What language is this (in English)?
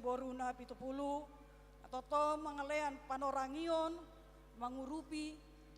Batak Toba